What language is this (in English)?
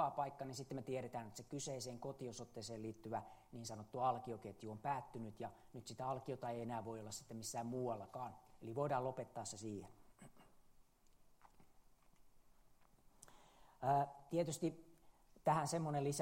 Finnish